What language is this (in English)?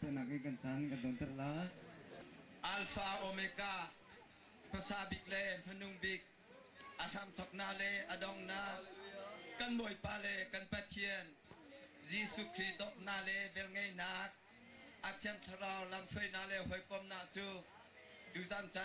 Hakha Chin